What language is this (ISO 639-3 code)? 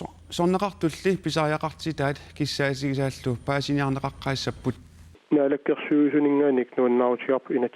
kal